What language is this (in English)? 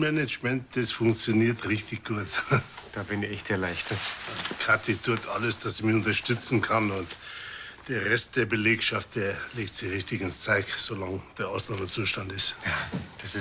Bavarian